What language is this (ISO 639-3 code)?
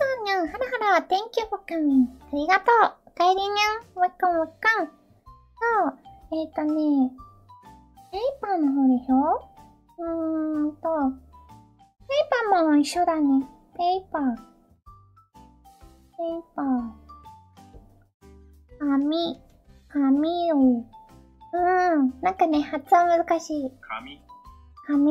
jpn